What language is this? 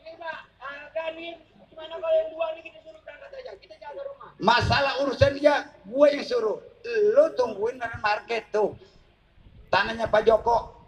Betawi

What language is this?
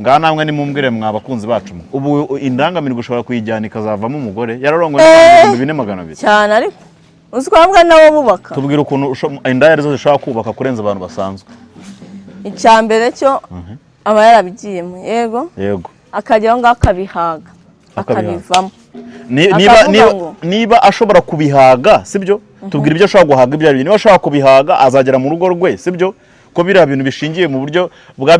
Kinyarwanda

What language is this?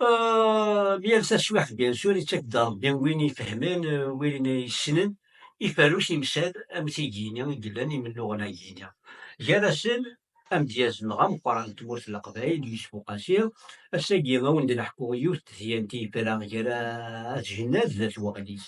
Kabyle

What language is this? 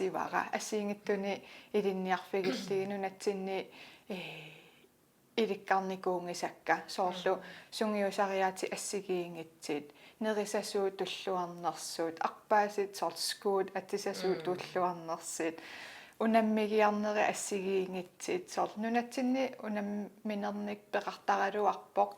Kalaallisut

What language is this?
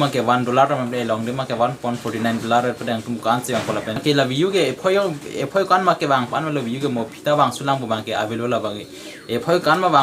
Karbi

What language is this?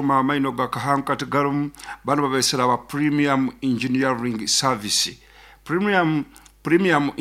Nyoro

